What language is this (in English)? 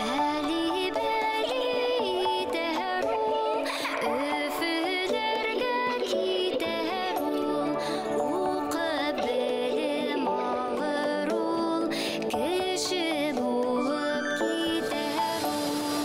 Bashkir